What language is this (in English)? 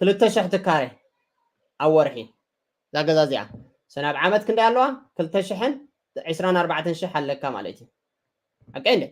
Tigrinya